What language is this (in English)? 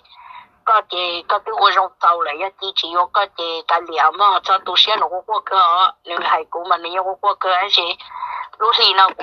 Hmong